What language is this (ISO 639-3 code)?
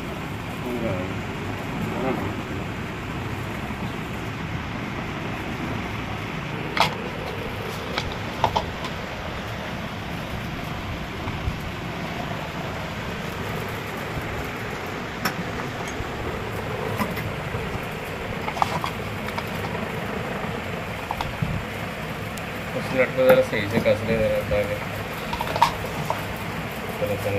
hin